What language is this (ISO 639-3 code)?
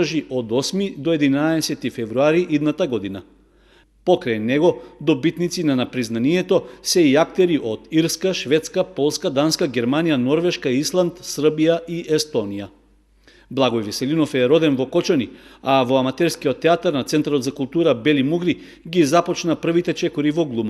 mkd